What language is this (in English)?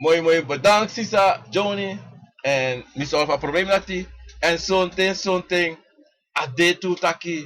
Sranan Tongo